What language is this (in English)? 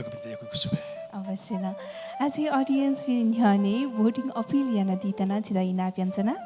Newari